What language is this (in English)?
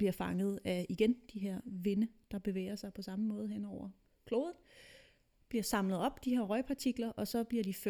Danish